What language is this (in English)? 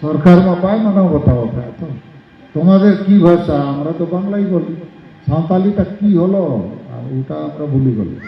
Santali